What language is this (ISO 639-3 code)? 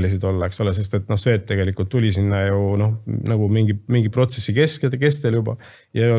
est